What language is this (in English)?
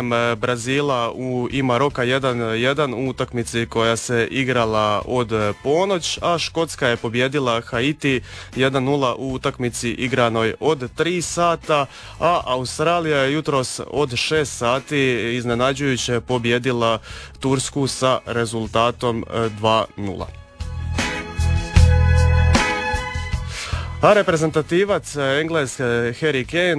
Croatian